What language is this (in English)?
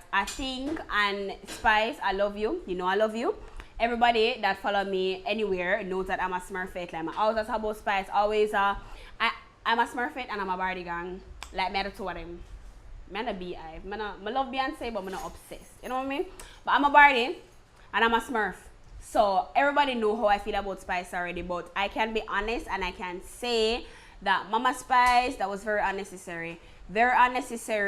Jamaican Creole English